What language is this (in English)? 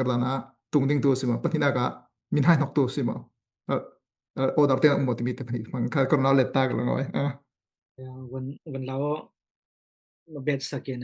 Falam Chin